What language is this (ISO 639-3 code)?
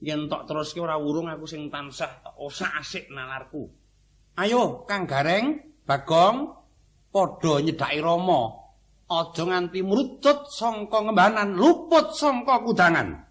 jav